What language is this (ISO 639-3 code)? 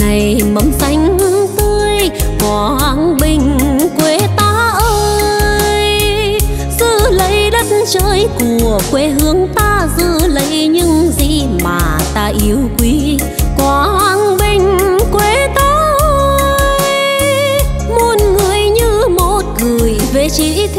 vie